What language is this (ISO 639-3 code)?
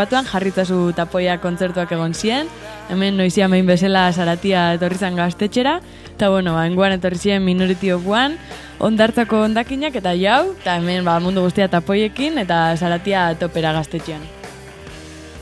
eus